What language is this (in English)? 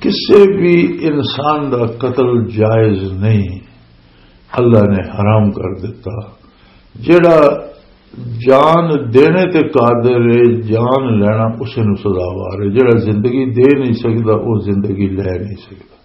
Western Panjabi